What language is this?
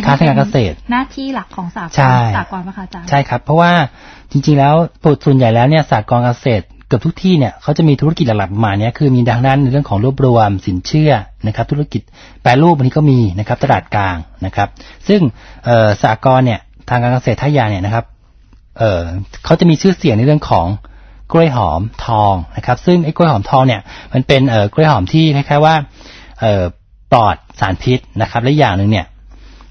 Thai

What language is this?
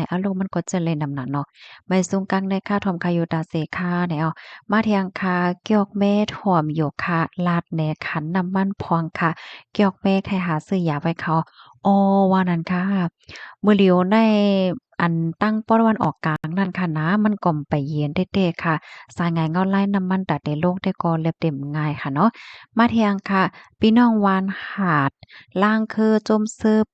Shan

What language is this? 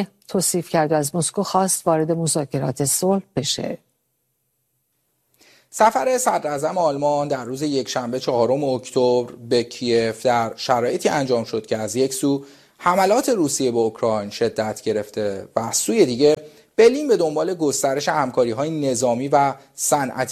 Persian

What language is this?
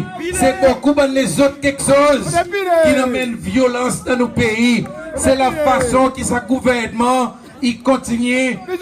Seselwa Creole French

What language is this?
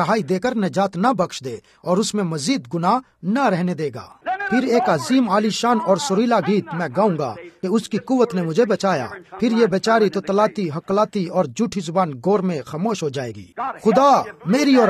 Urdu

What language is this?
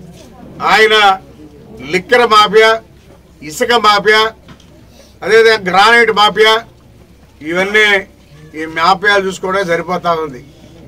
Telugu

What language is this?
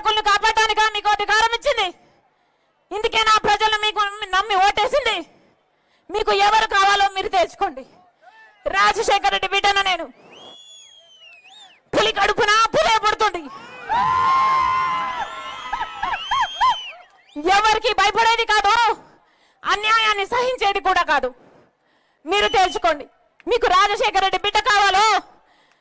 Telugu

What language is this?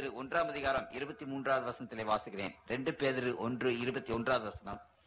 Tamil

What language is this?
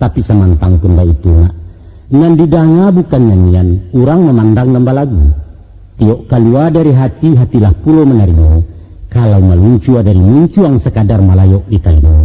Minangkabau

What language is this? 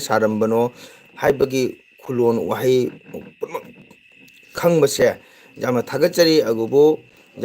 Manipuri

